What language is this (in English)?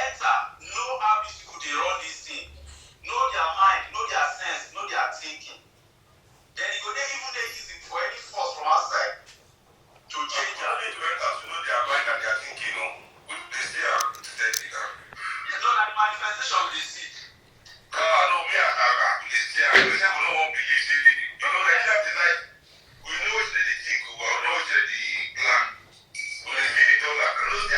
Nigerian Pidgin